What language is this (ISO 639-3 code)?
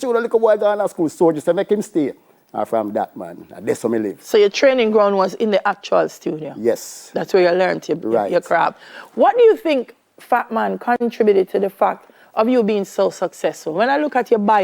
jam